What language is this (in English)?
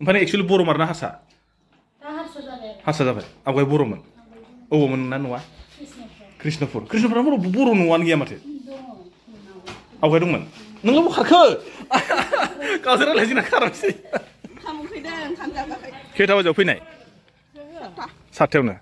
Bodo